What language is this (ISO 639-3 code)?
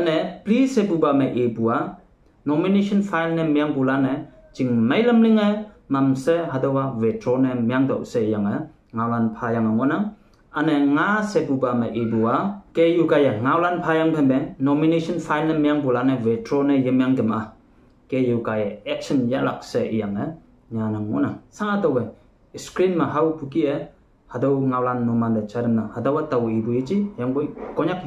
nbe